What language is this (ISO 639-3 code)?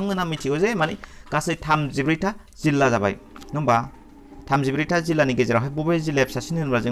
brx